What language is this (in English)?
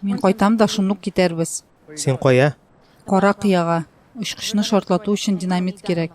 Tatar